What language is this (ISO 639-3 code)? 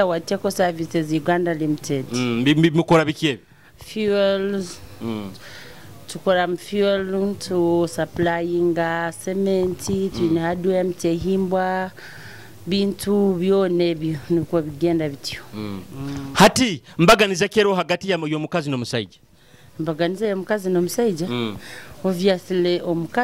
nyo